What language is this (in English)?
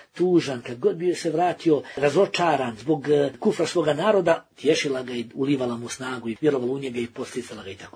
Bosnian